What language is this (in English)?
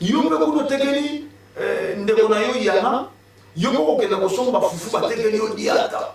Lingala